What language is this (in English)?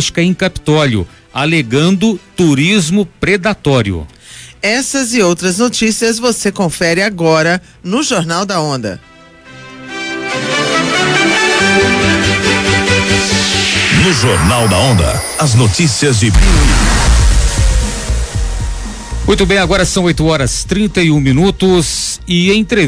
Portuguese